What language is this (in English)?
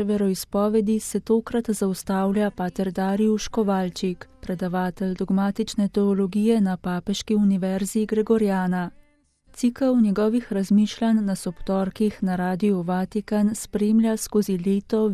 Slovenian